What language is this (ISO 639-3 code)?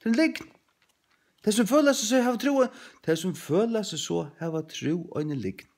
fao